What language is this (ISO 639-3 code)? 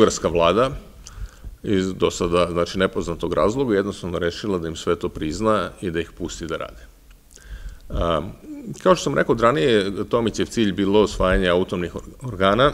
srp